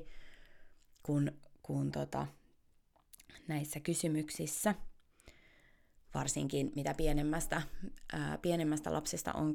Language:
Finnish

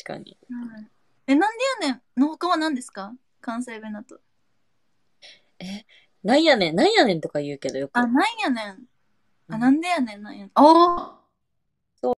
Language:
Japanese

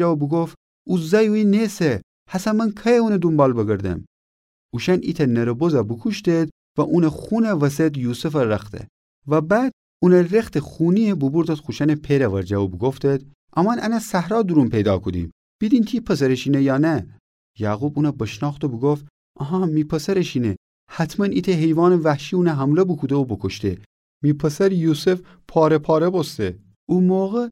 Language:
Gilaki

